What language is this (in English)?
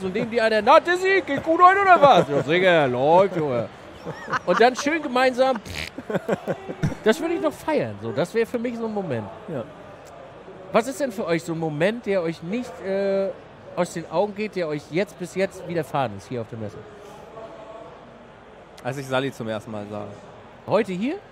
German